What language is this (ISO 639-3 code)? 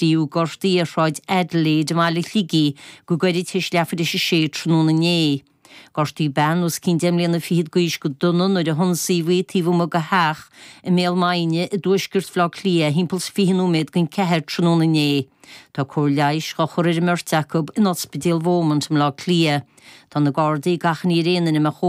gle